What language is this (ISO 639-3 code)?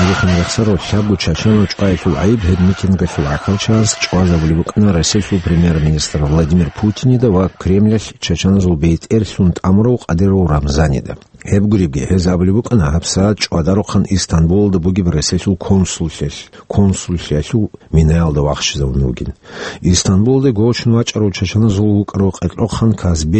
ava